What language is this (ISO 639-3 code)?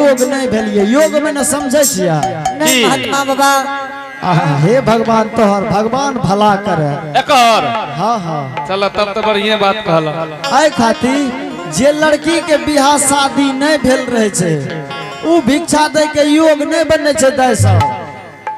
anp